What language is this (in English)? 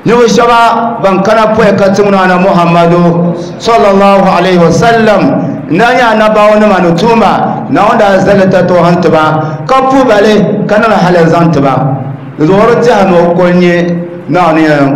Dagbani